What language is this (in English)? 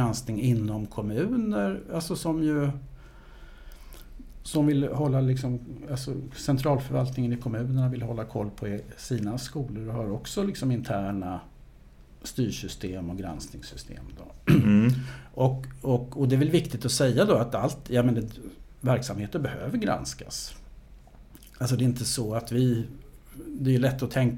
Swedish